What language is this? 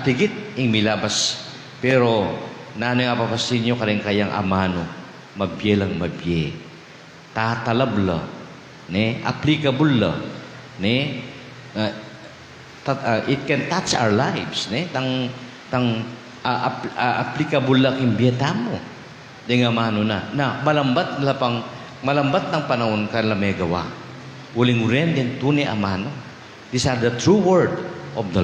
Pampanga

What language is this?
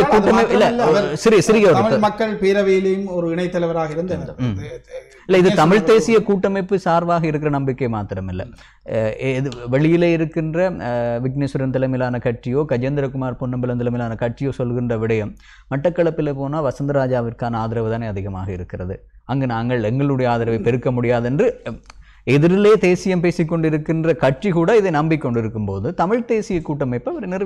Tamil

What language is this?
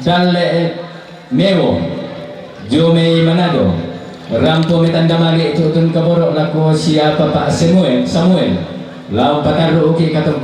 Toraja-Sa'dan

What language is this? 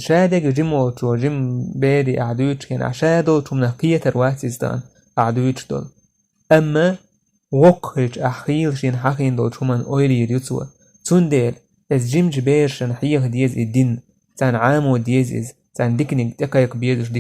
Chechen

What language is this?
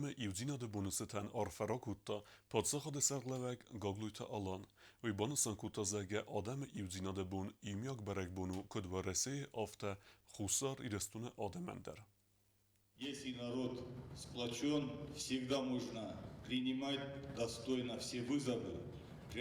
Ossetic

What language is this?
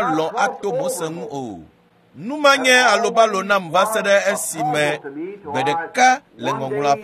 Ewe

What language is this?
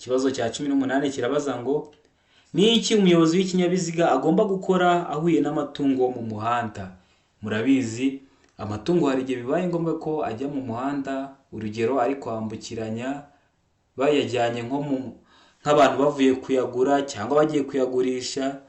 Kinyarwanda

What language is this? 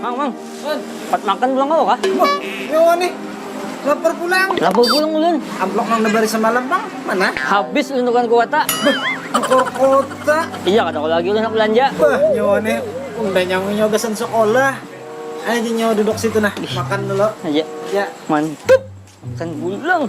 Banjar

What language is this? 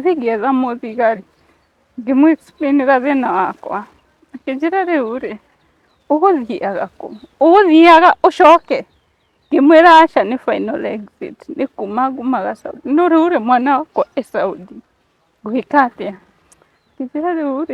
Kikuyu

